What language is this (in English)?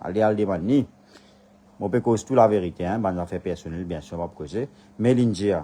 Morisyen